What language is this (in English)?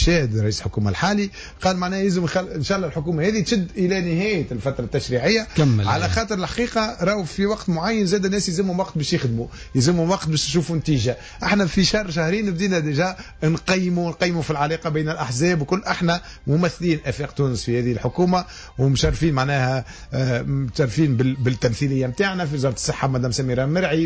Tunisian Arabic